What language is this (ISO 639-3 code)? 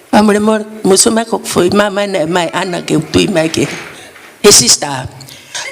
ton